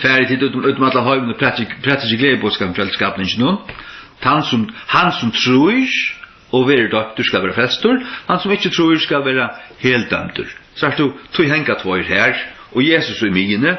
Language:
Faroese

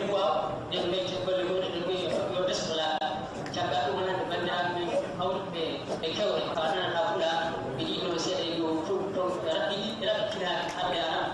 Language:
Fula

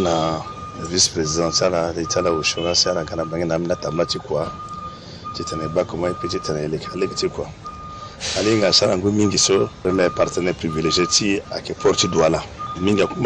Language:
Sango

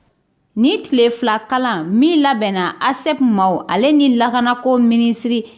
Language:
Bambara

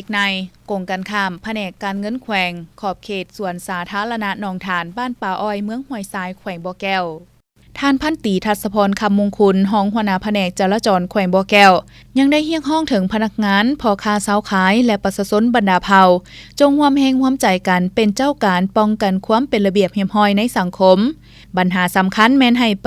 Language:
Lao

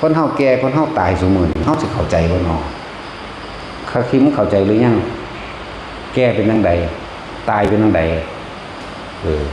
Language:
Northeastern Thai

